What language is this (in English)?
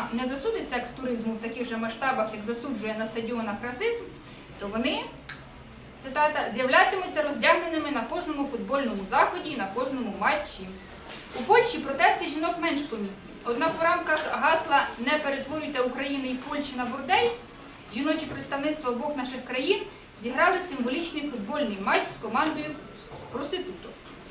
Ukrainian